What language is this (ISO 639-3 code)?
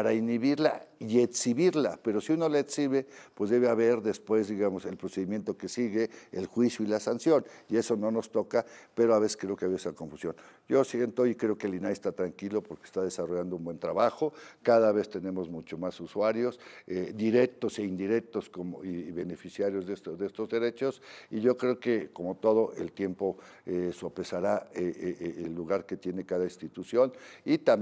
spa